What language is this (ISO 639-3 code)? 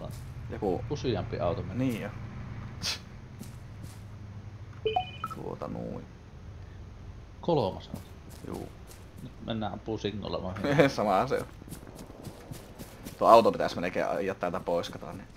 fin